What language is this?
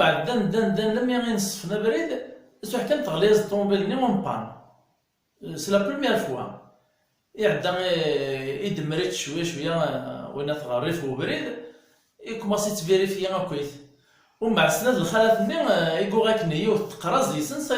Kabyle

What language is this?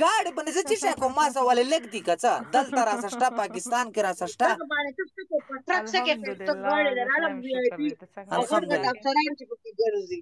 Pashto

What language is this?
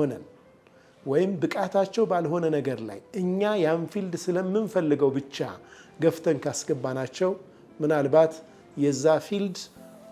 Amharic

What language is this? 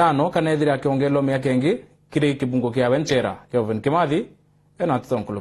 Meru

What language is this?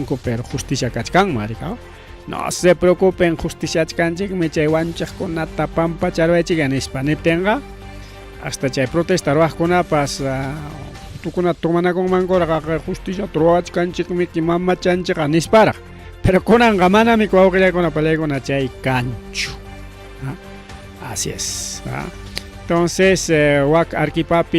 Ayacucho Quechua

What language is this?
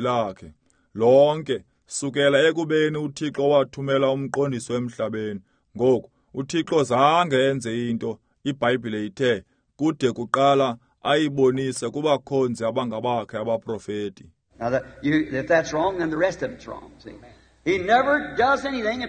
Xhosa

